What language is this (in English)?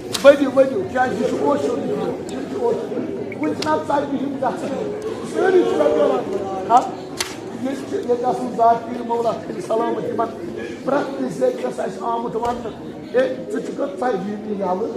Kashmiri